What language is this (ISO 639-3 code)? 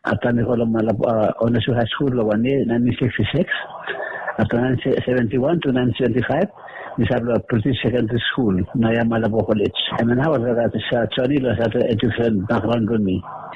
bis